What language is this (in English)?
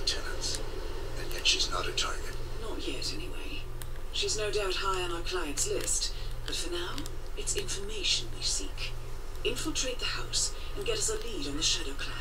English